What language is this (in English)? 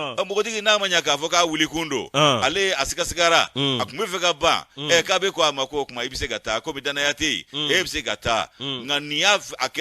Bambara